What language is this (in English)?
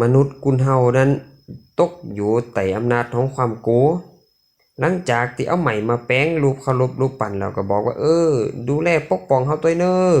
Lü